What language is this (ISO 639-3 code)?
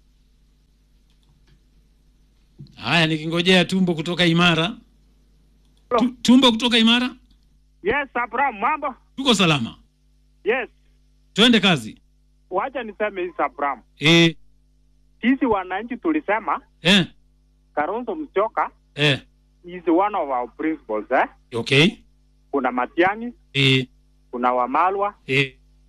swa